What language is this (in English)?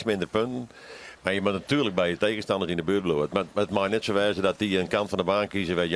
Western Frisian